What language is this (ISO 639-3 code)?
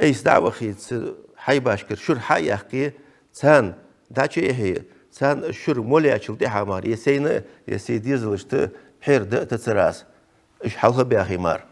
inh